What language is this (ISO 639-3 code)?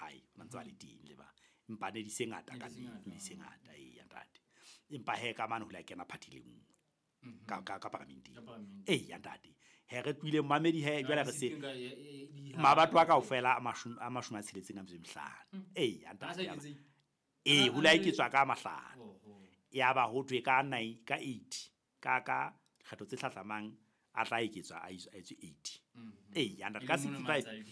sot